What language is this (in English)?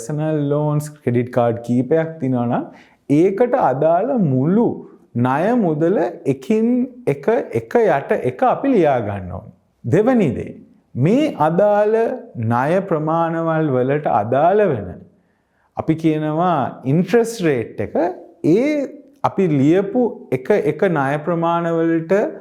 Sinhala